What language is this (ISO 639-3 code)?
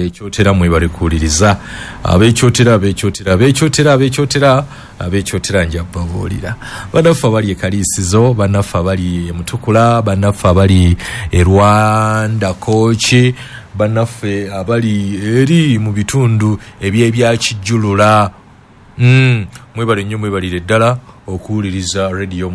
lug